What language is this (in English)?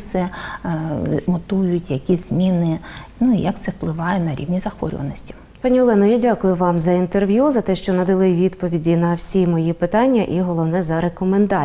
Ukrainian